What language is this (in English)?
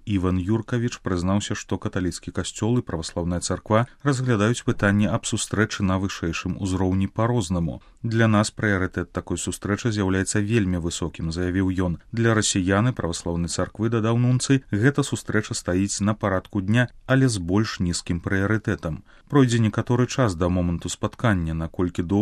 Belarusian